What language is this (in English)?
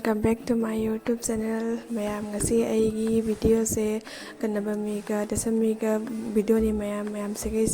Manipuri